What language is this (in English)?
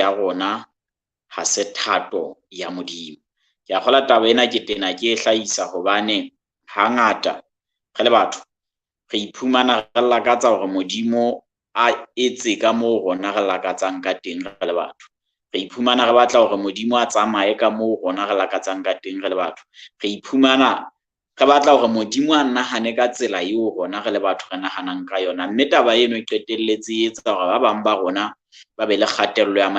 Southern Sotho